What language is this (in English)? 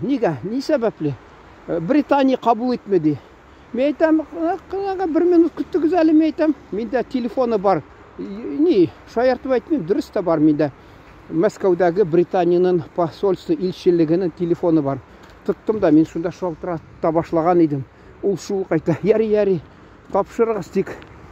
Tatar